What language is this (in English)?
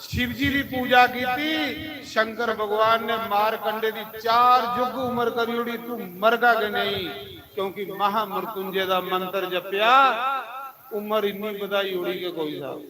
Dogri